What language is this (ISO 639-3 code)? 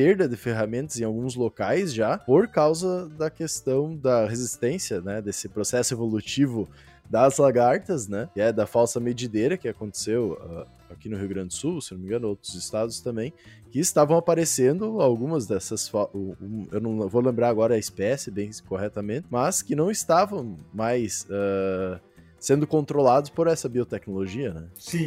por